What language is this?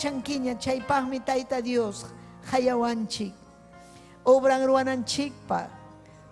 Ayacucho Quechua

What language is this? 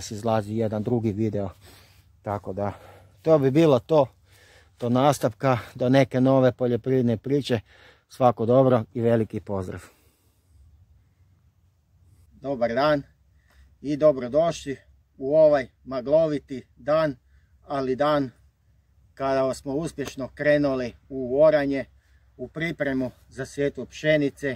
Croatian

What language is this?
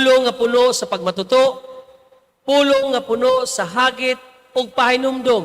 Cebuano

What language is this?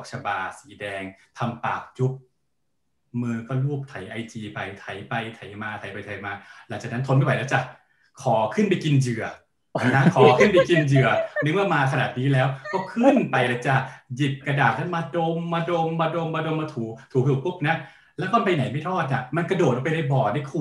Thai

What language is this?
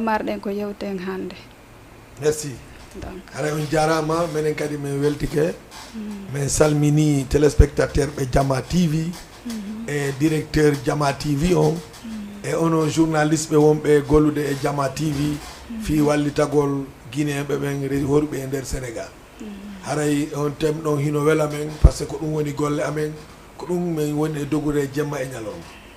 Fula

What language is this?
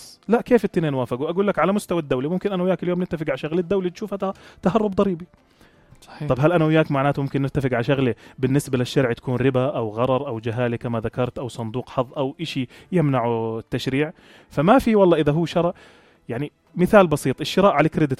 North Levantine Arabic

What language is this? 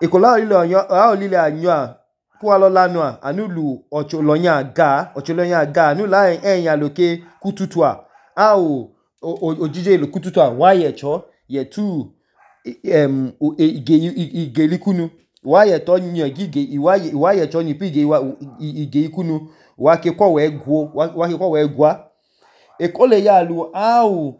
Idoma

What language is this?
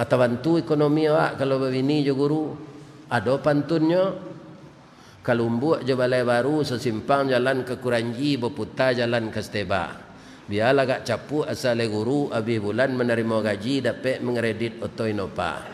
Minangkabau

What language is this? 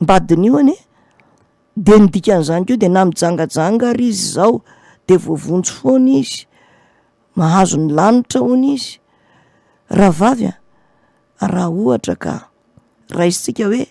Malagasy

